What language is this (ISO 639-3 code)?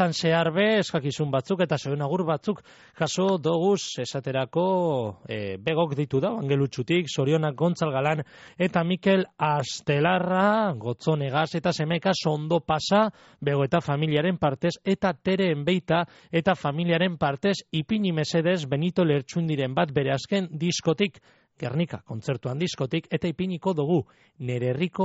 eus